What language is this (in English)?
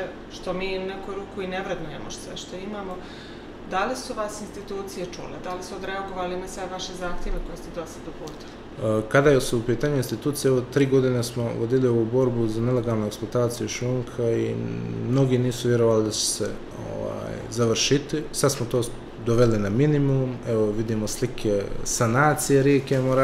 Bosnian